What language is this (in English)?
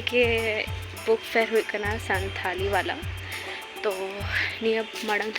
Santali